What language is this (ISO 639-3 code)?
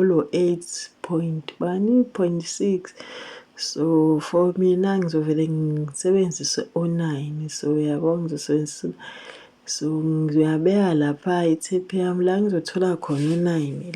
zul